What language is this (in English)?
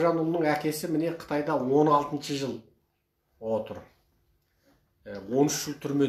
Kazakh